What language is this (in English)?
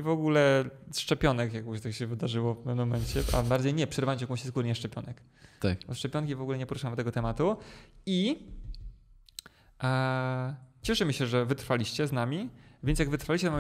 Polish